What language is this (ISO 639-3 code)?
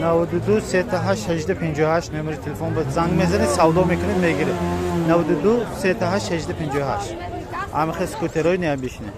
tgk